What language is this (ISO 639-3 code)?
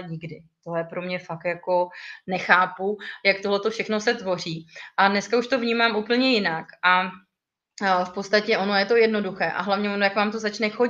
ces